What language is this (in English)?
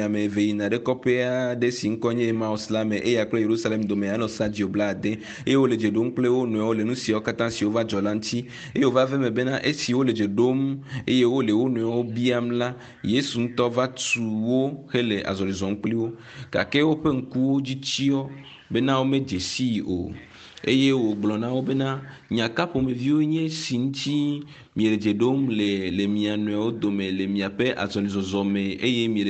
Ewe